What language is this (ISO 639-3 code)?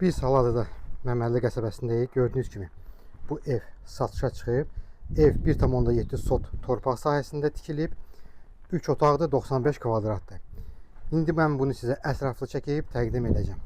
aze